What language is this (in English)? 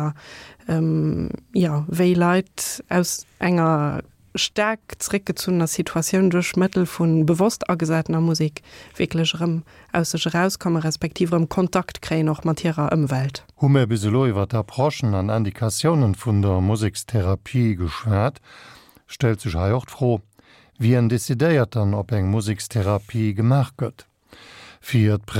Luxembourgish